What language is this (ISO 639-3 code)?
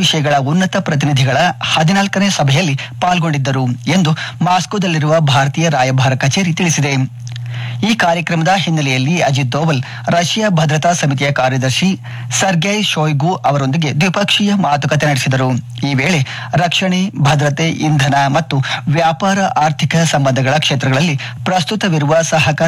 kan